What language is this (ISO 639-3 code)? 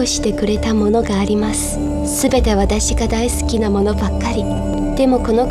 jpn